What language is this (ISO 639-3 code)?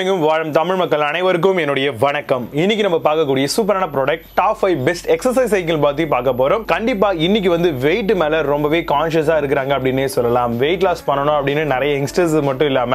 tam